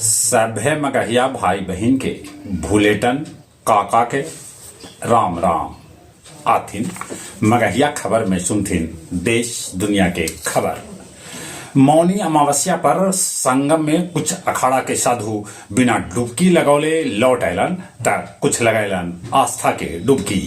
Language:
Magahi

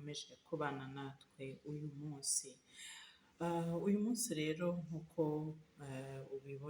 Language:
Kinyarwanda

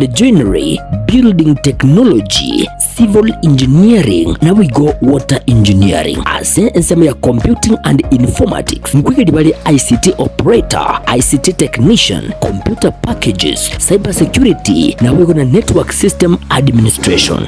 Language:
Gusii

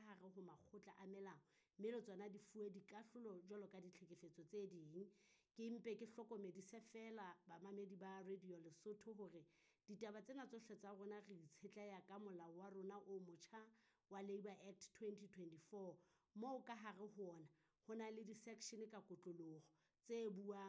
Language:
Southern Sotho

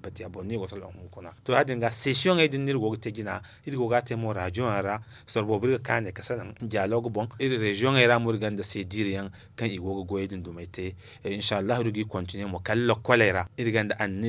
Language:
Zarma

